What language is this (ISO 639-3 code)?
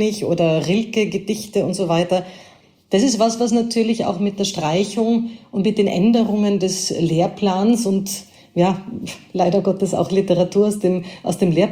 deu